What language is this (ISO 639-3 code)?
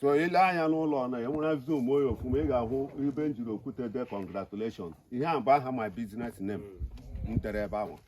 ibo